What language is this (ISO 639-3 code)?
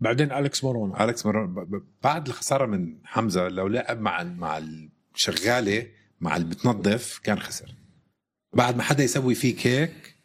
apc